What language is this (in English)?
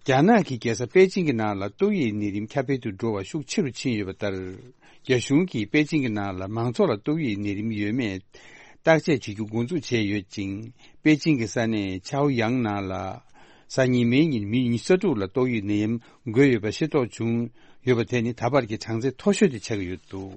Tibetan